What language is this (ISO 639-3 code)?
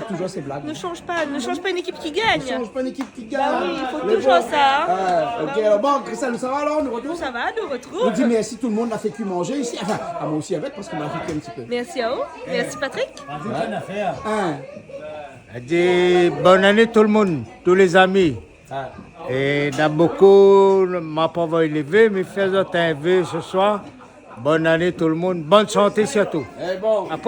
rcf